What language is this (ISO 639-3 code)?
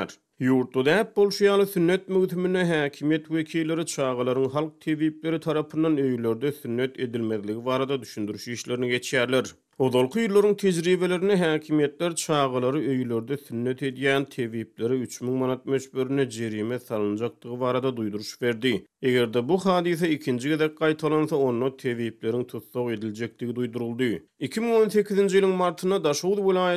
tuk